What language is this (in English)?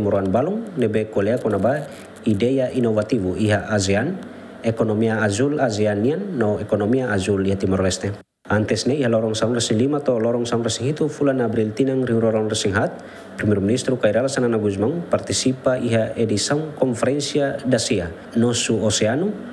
Tetum